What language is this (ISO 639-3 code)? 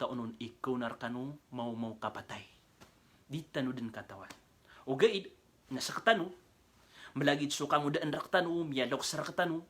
mrw